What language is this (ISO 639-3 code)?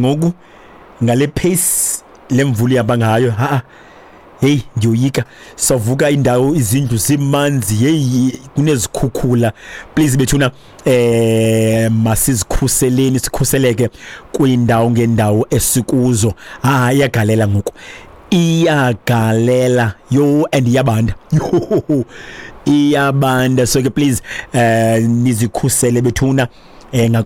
xho